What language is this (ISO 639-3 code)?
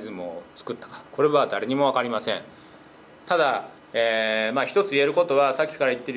jpn